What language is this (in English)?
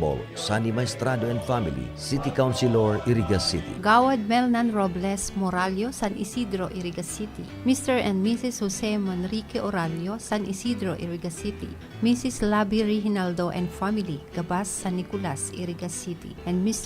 Bikol